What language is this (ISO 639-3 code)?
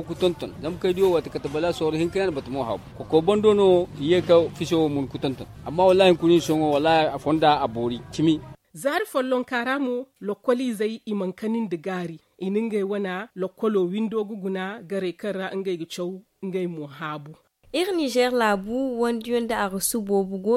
dje